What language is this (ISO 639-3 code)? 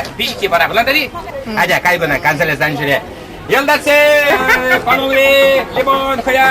chv